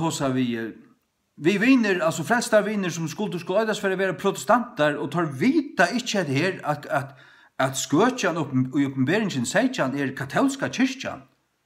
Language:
Faroese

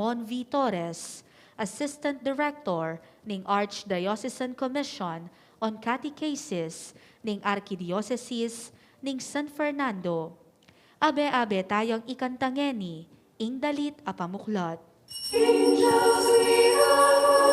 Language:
Pampanga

